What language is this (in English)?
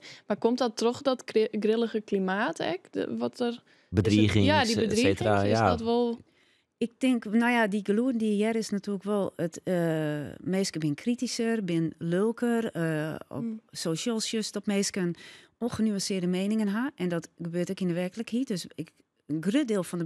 Western Frisian